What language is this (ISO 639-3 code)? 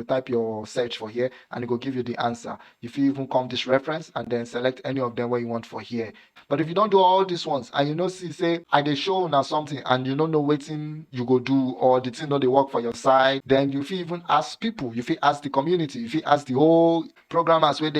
pcm